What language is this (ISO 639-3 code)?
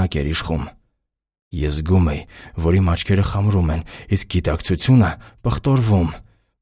hye